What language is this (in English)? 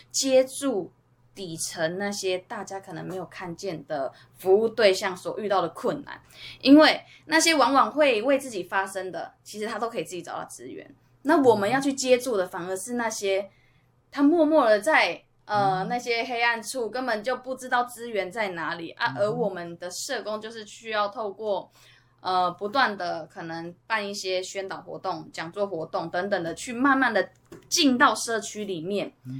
Chinese